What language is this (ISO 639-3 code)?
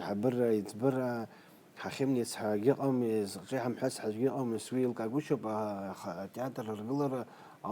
abk